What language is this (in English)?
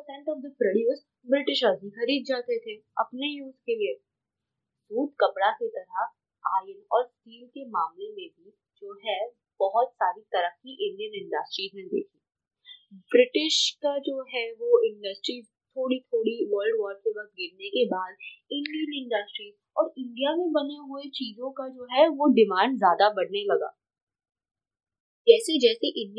Hindi